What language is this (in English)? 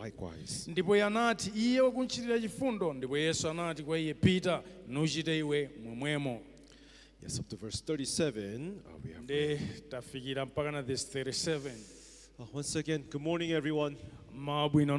Nyanja